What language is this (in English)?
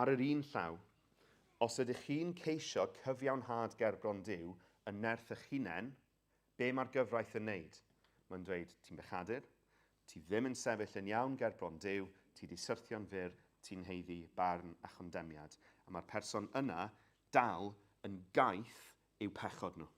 Welsh